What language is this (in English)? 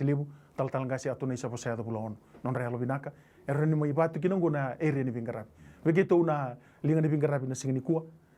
Fijian